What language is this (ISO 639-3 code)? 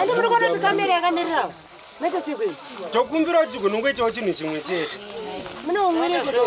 sna